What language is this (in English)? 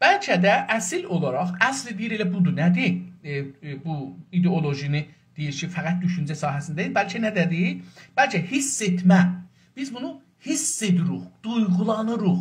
South Azerbaijani